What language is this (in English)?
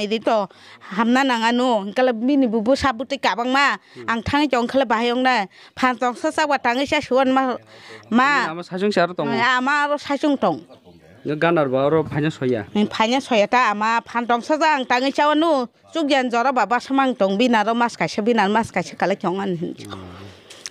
Kok Borok